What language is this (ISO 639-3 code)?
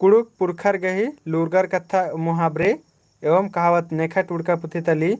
kru